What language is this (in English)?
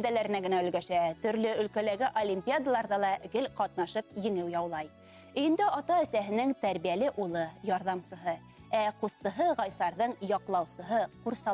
Bashkir